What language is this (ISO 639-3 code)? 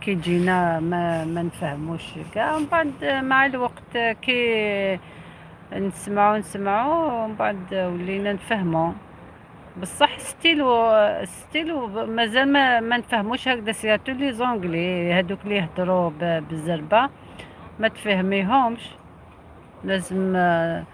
arq